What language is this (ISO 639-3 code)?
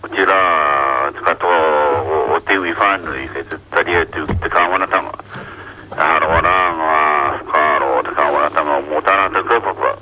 mri